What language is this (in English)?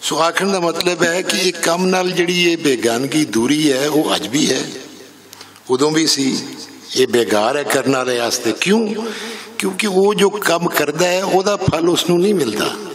Western Panjabi